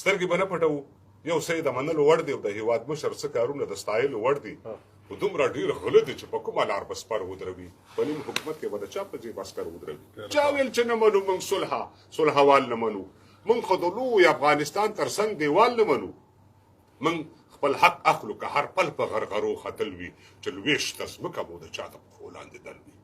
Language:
Pashto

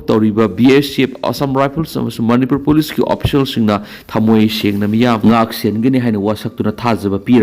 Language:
Manipuri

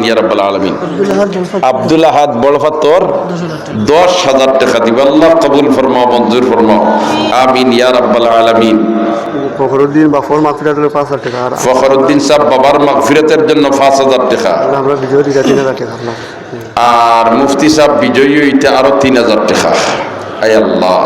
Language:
Sylheti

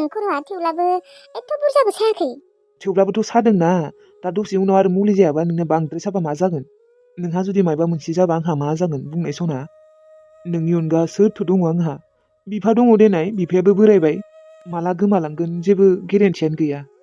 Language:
Bodo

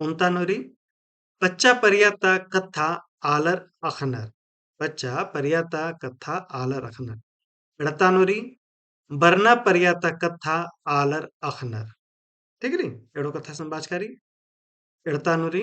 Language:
Kurukh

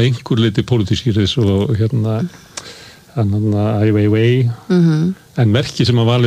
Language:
Icelandic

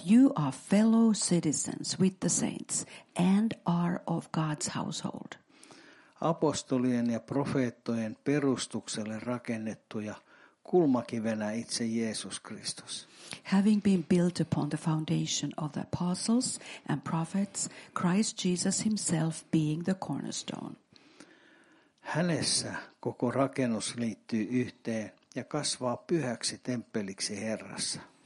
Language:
Finnish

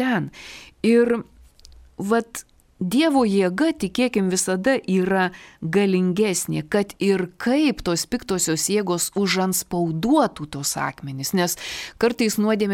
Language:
Lithuanian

